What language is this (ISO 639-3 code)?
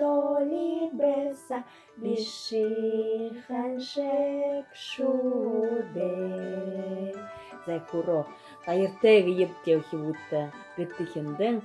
bua